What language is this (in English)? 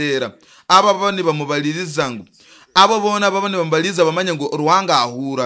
Nyoro